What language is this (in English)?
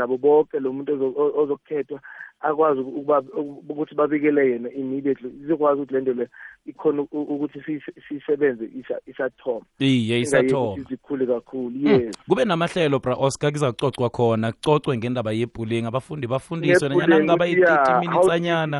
South Ndebele